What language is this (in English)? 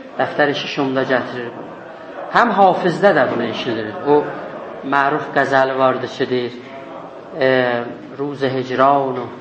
South Azerbaijani